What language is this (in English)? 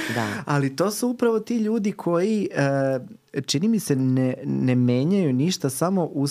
Serbian